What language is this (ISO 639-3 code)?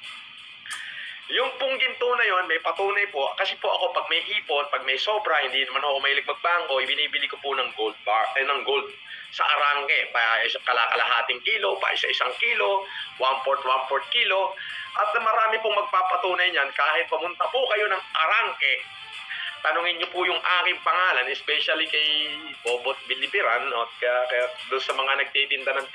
fil